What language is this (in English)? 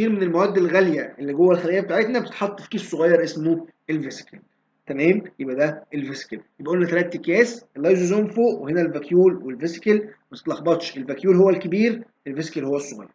Egyptian Arabic